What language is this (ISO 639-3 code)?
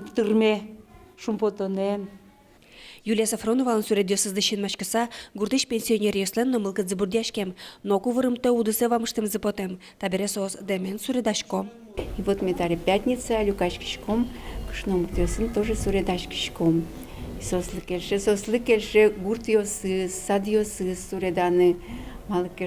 udm